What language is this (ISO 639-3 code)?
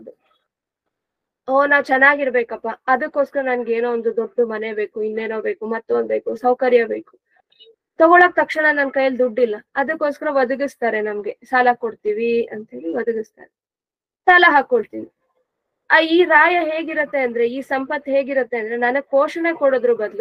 kan